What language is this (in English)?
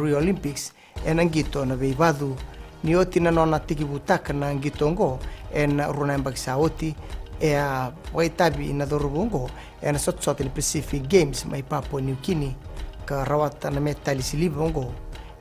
Fijian